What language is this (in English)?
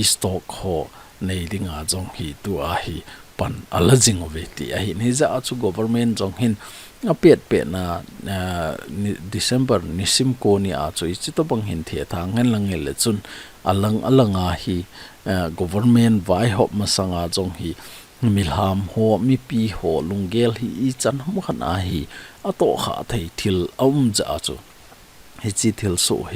Thado Chin